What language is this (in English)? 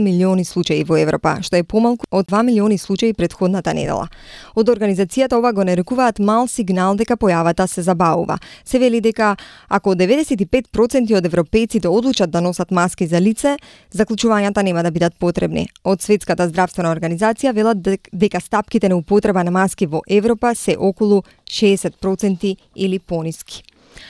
Macedonian